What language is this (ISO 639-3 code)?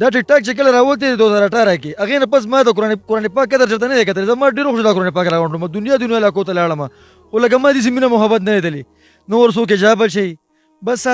pus